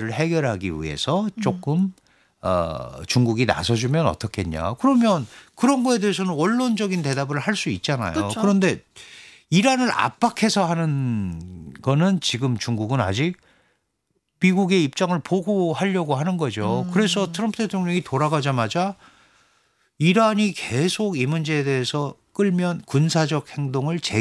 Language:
Korean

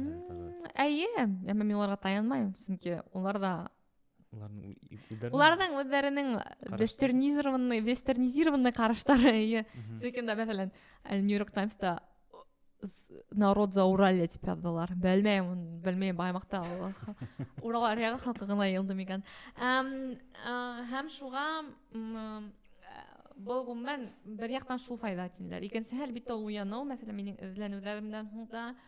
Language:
Bashkir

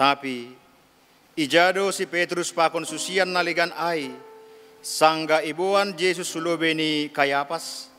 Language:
Batak Simalungun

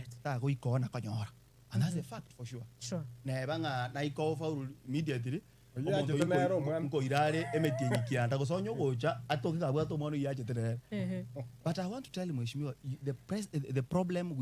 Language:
Gusii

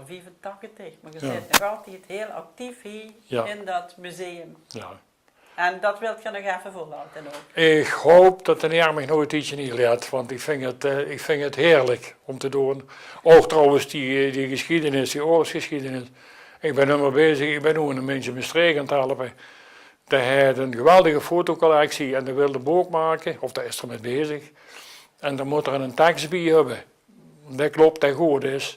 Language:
Limburgish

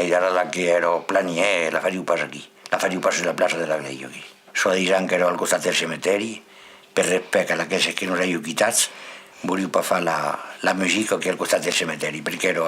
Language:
Occitan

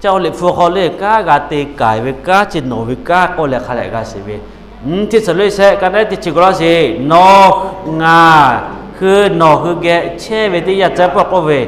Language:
Lahu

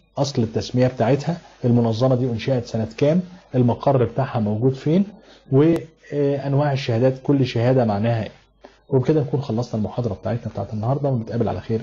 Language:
Egyptian Arabic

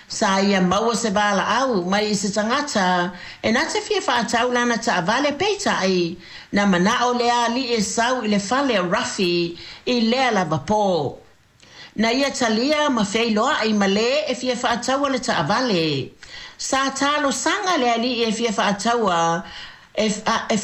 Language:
Samoan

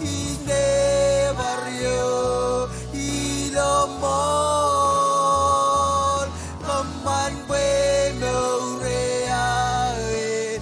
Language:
Marshallese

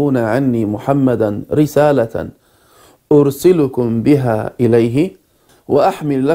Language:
Arabic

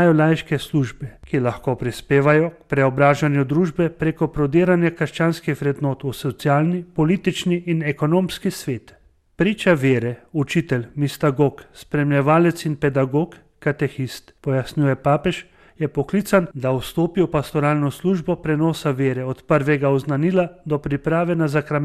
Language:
Slovenian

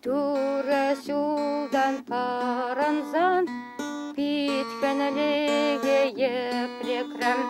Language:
Chuvash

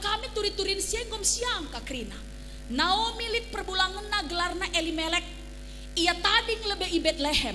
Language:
Batak Karo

